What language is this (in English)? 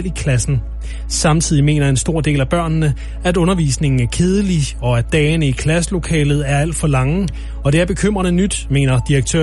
Danish